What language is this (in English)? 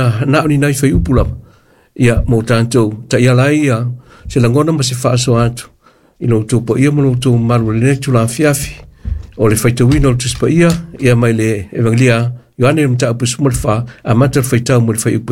Samoan